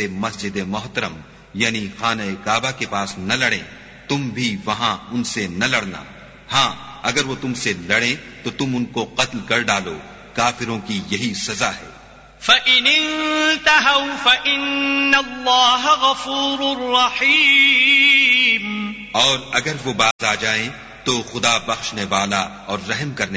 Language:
Urdu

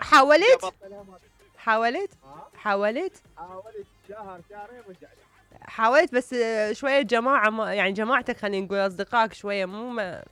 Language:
Mesopotamian Arabic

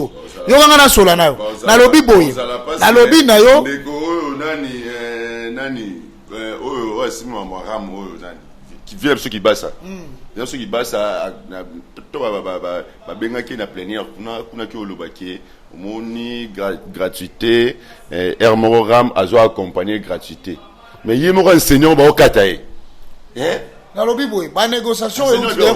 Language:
Lingala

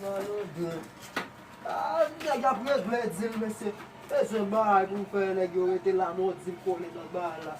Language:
Haitian Creole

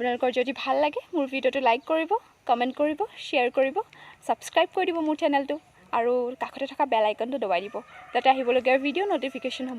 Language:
Assamese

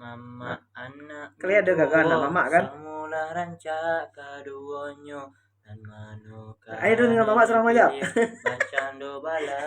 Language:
Minangkabau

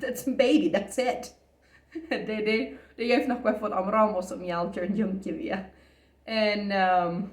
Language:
Plautdietsch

